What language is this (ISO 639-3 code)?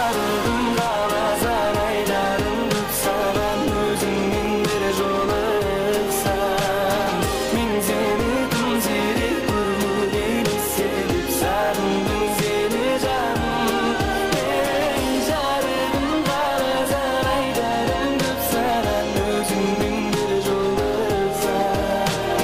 kaa